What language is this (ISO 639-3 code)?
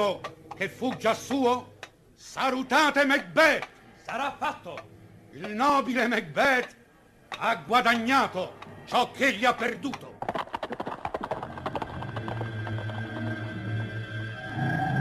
ita